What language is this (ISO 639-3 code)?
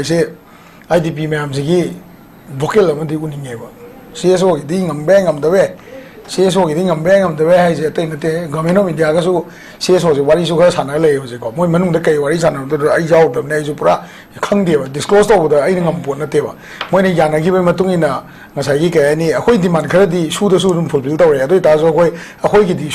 mni